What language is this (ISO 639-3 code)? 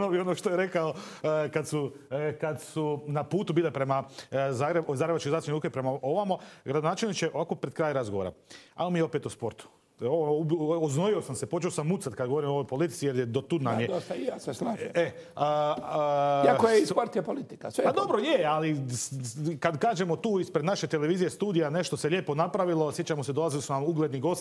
hrv